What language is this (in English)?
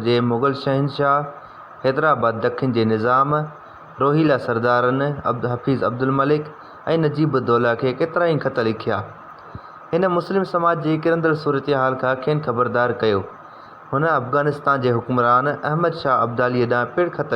Sindhi